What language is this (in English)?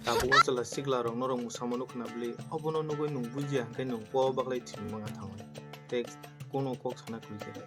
Kok Borok